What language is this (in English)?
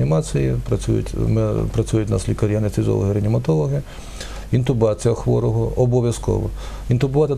Ukrainian